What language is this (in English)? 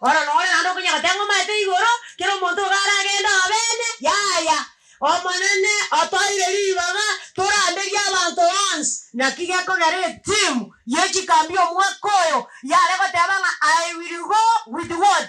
Gusii